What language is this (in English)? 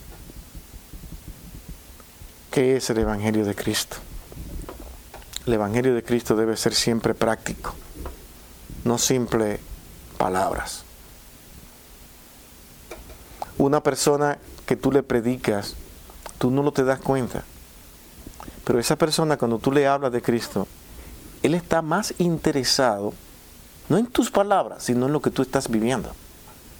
Spanish